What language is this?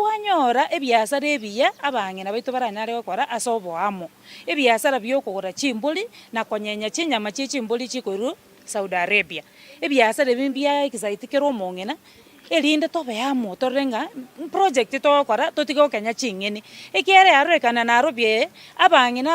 Gusii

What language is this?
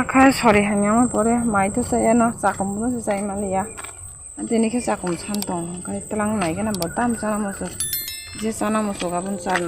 Kok Borok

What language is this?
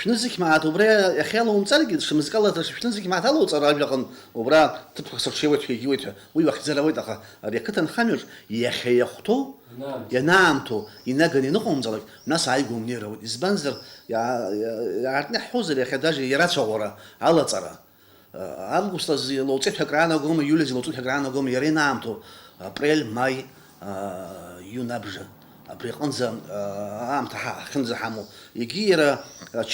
Abkhazian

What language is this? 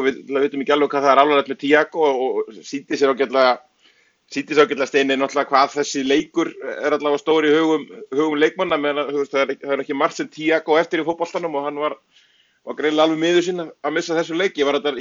Icelandic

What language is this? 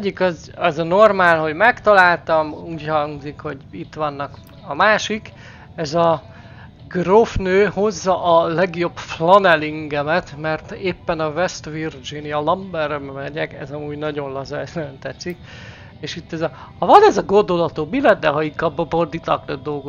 Hungarian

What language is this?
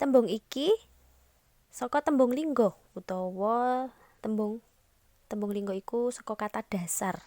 Javanese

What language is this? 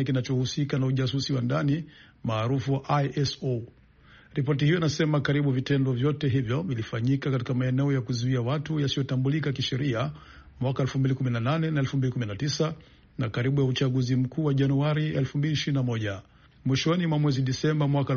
Swahili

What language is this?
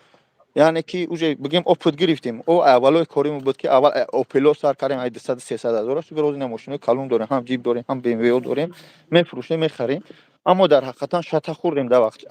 Tajik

